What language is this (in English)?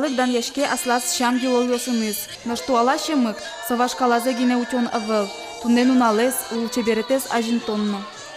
Udmurt